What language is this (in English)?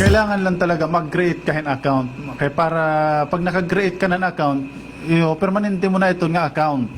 Waray